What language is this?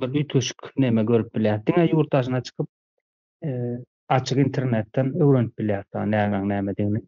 Turkmen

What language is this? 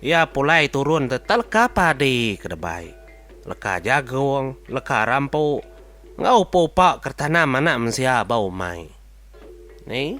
Iban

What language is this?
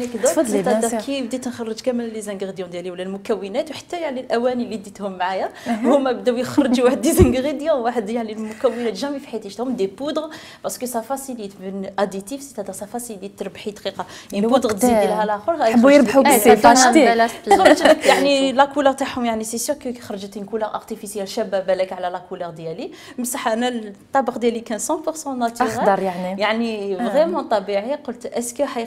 Algerian Arabic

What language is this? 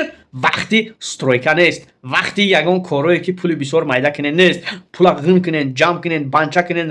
Tajik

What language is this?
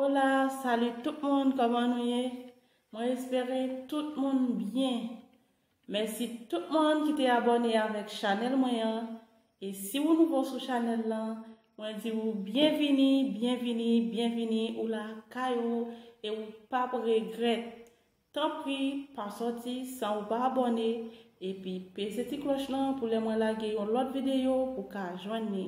Haitian Creole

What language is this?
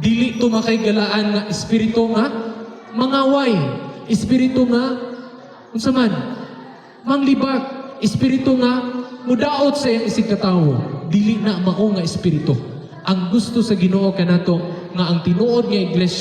Cebuano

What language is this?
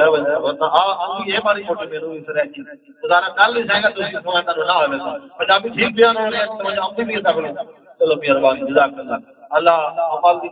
Saraiki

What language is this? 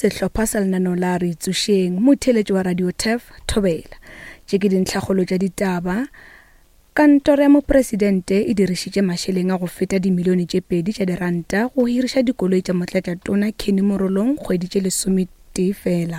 Northern Sotho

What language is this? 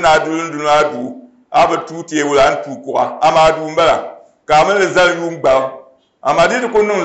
Dagbani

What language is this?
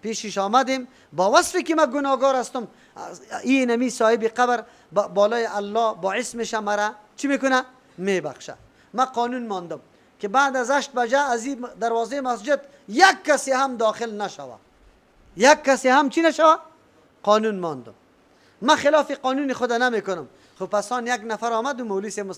Persian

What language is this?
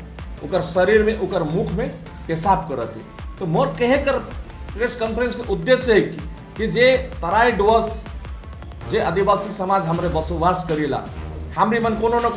Sadri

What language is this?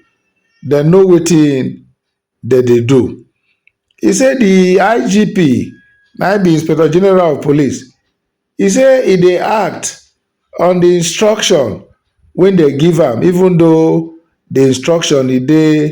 Nigerian Pidgin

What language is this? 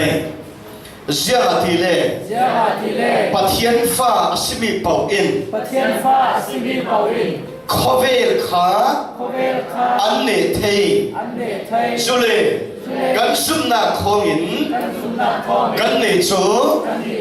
Falam Chin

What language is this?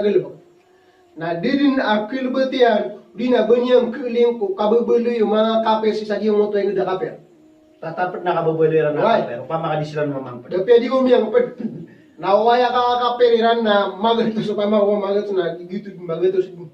Maranao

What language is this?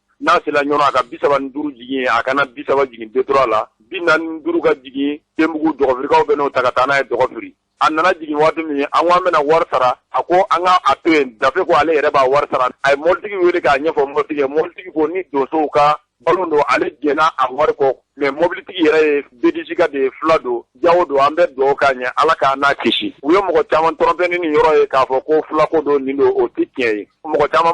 Bambara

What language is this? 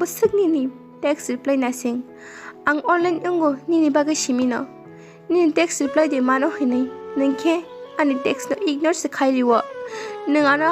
Kok Borok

